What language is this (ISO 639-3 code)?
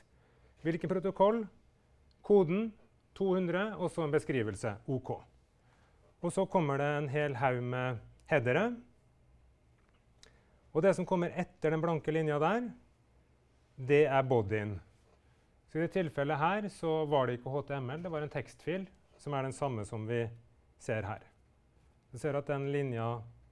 nor